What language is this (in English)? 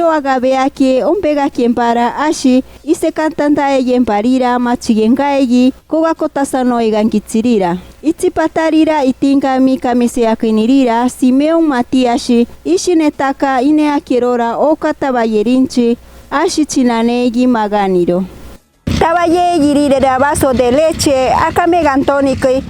Machiguenga